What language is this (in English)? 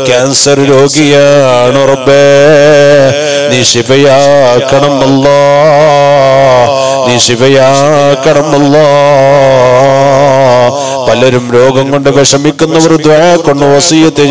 Malayalam